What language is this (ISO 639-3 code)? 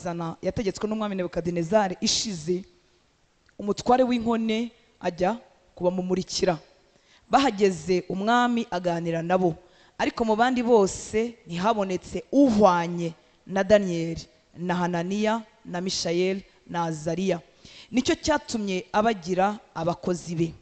kin